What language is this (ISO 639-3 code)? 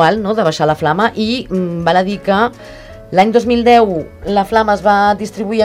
cat